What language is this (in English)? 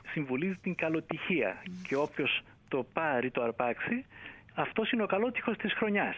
Greek